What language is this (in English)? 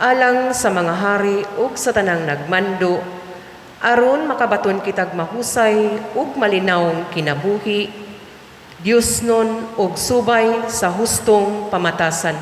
Cebuano